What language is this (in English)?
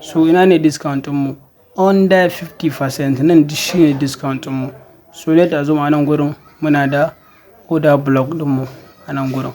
Hausa